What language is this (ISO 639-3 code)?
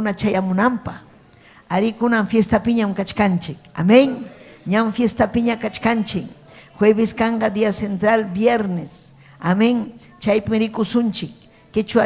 quy